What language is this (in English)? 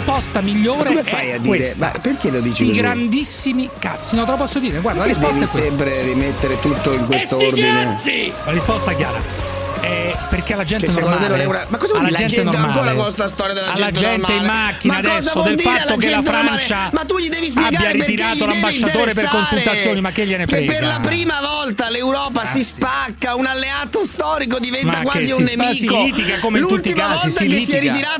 Italian